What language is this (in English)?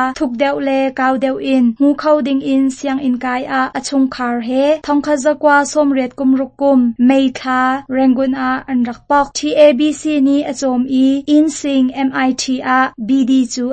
Hakha Chin